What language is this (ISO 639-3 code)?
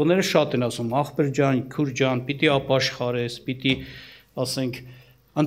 hye